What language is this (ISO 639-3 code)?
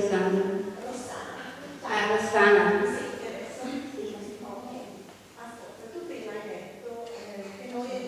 ita